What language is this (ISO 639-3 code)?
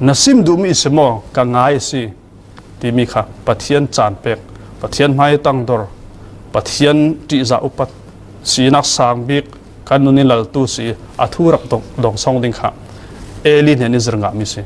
cfm